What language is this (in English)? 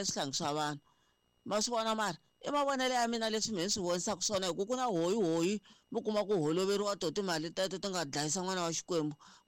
Tsonga